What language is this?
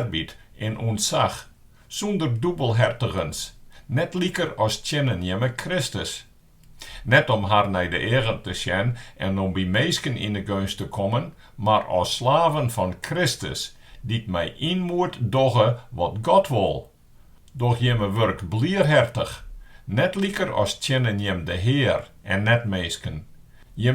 Western Frisian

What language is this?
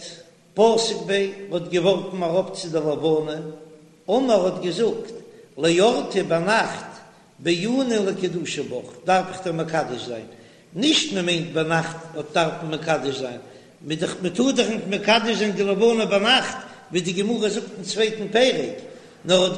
Yiddish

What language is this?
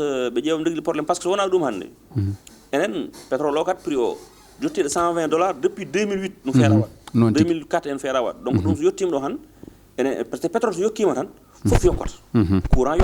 Fula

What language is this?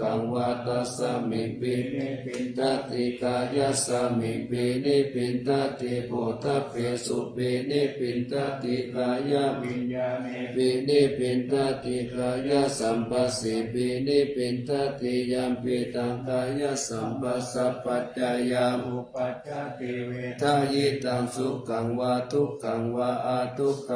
Pali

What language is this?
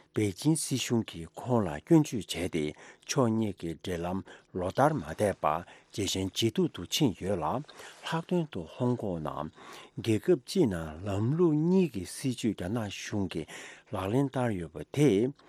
Tibetan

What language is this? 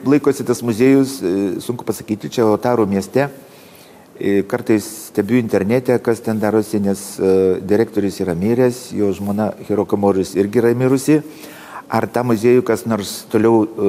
Lithuanian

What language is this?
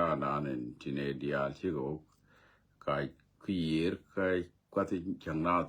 Nuer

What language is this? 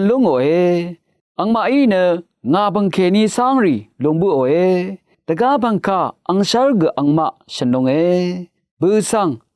Rawang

